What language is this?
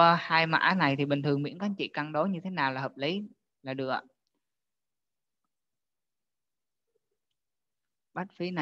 Vietnamese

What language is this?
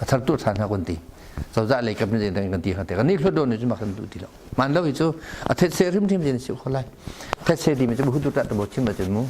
Hakha Chin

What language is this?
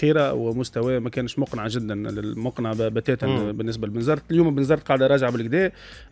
Tunisian Arabic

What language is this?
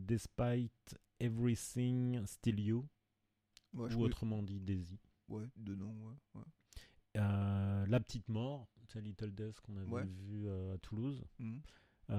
French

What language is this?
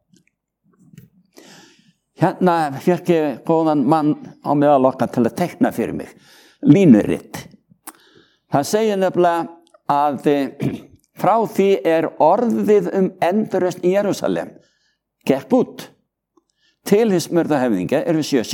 Icelandic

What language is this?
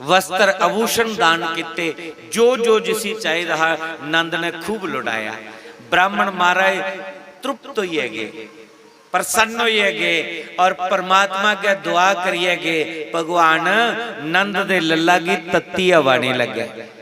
Dogri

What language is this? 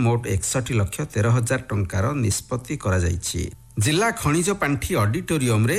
Odia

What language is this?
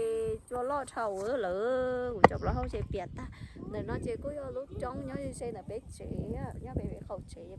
Hmong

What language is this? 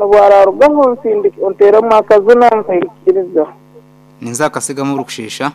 Nyankole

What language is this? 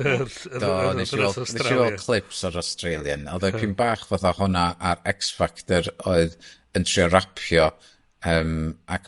Welsh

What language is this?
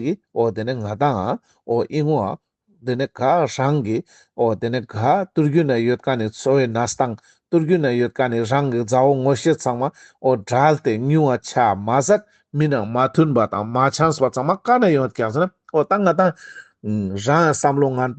Ladakhi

